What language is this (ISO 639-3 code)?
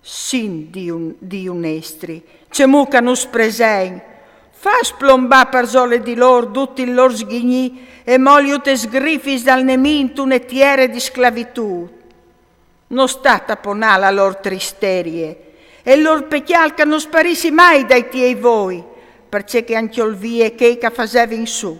fur